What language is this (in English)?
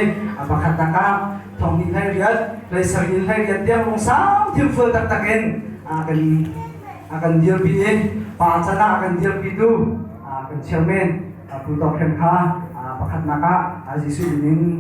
Hakha Chin